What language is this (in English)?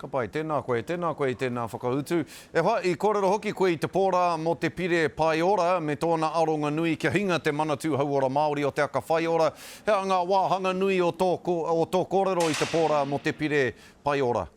Māori